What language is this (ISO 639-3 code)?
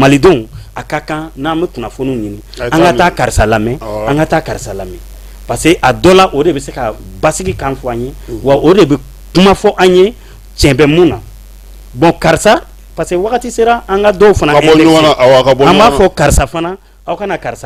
bam